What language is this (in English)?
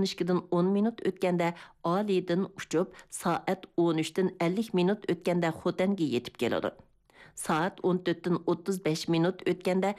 Uyghur